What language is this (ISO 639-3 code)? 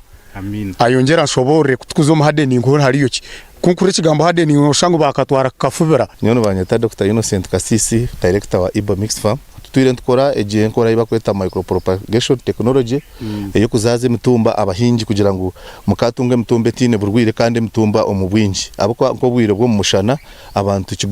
nyn